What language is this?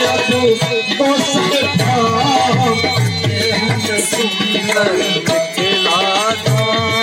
Maithili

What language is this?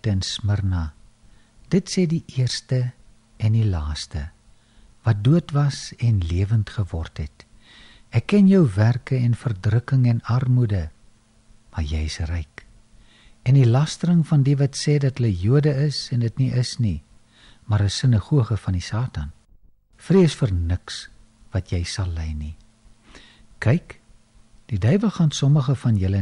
Afrikaans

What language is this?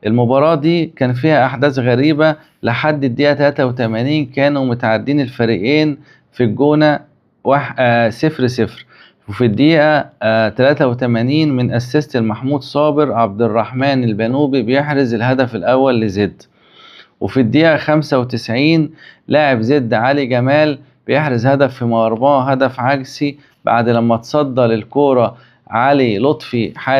Egyptian Arabic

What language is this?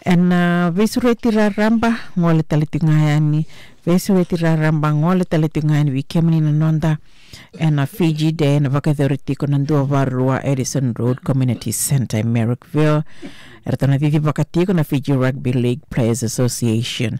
Fijian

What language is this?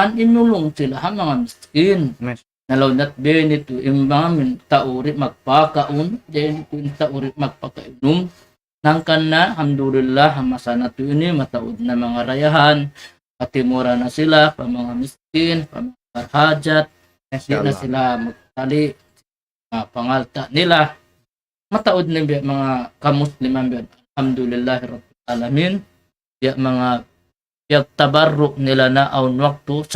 Tausug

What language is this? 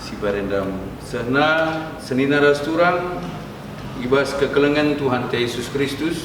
Batak Karo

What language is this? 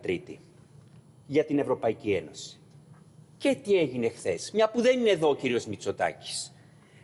Greek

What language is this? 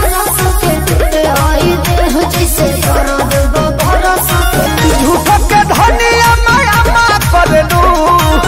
Bhojpuri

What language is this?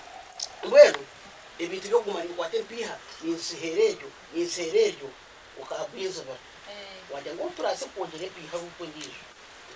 Nyankole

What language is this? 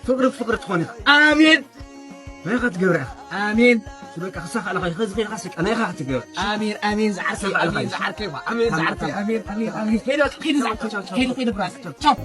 Tigrinya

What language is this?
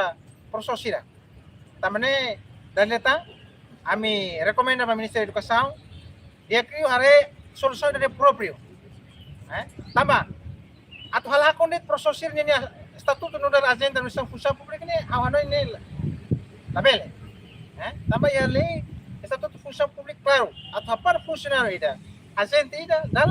Tetum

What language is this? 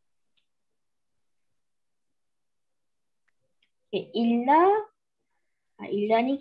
Malay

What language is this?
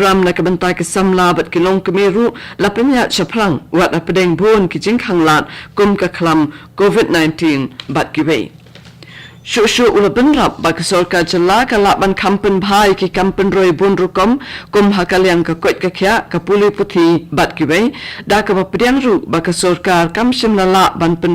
Khasi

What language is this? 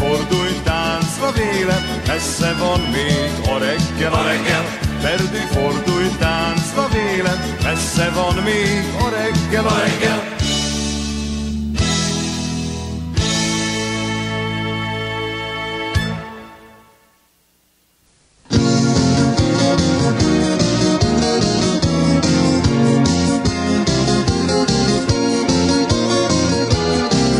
Hungarian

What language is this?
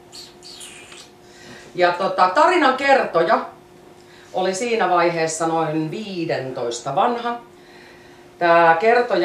Finnish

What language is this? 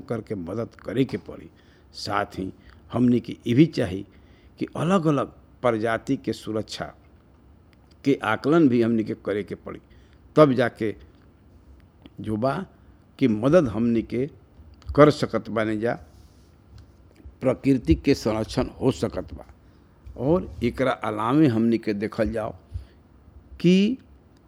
Bhojpuri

